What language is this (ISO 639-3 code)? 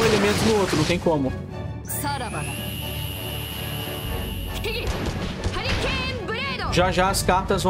por